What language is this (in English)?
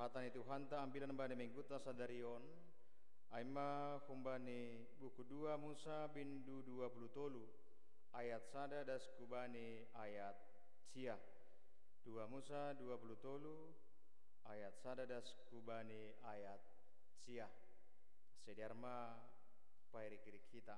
Batak Simalungun